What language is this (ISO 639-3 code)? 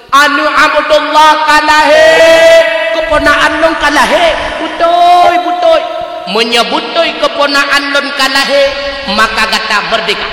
ace